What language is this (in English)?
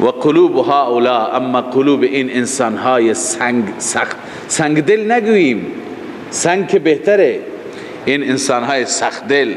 Persian